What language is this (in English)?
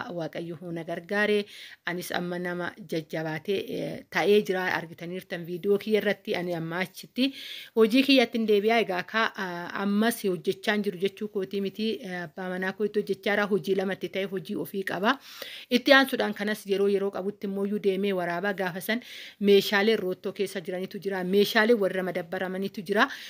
Oromo